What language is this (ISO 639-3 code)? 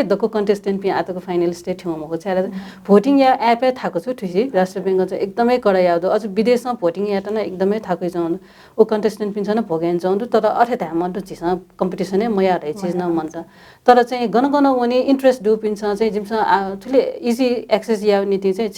new